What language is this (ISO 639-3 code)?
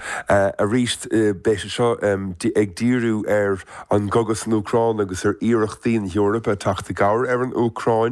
gle